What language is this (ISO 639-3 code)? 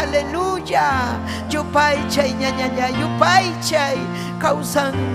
quy